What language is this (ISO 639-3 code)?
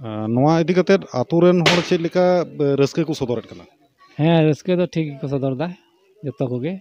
sat